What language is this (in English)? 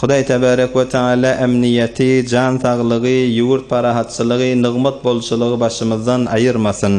Turkmen